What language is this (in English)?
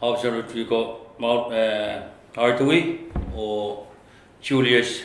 Pohnpeian